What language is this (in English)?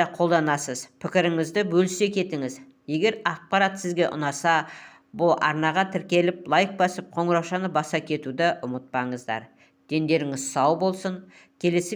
Kazakh